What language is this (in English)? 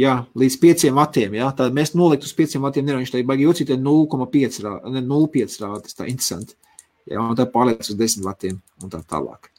Latvian